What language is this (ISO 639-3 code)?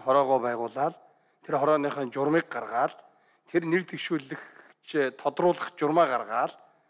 mon